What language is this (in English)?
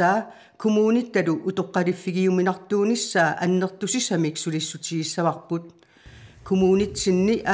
Kalaallisut